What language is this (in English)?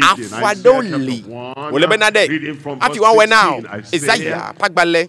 Ewe